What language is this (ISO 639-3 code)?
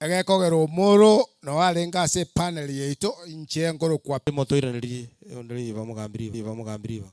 guz